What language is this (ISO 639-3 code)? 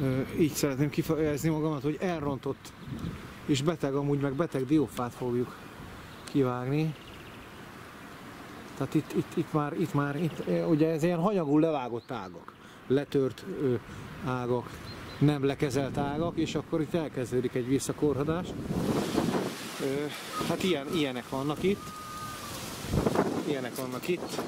hun